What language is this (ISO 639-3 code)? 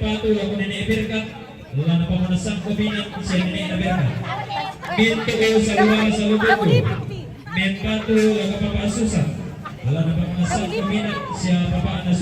sda